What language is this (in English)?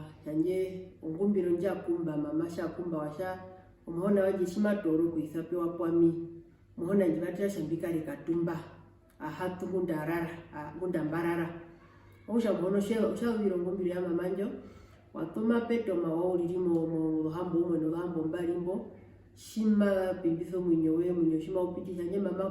Herero